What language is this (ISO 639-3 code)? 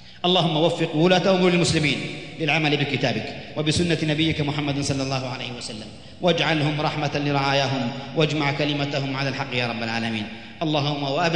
ara